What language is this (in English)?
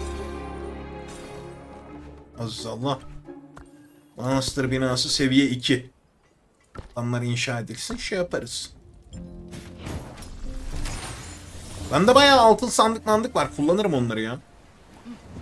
Turkish